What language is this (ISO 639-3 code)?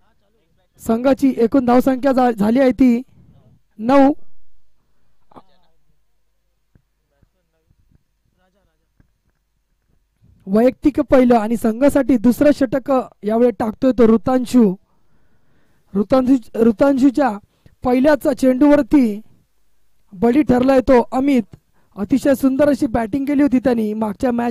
mar